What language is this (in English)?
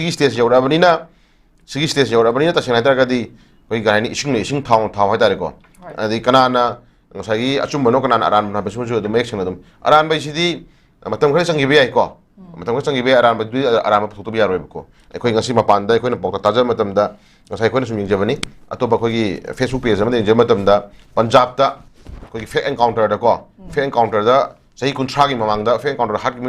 Manipuri